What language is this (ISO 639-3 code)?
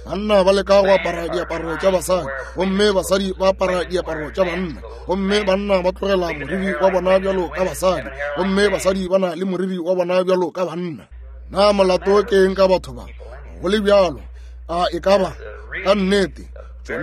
nso